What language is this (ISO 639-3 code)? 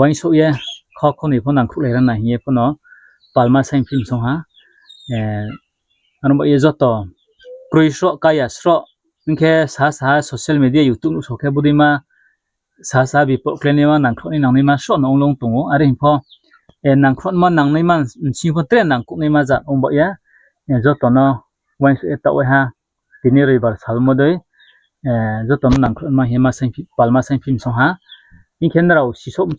ria